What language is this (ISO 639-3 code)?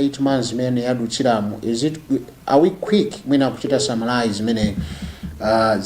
nya